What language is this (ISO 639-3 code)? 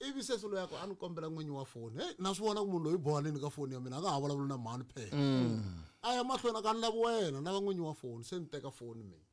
tso